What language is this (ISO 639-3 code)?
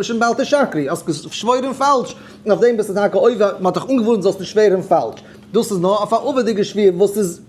yid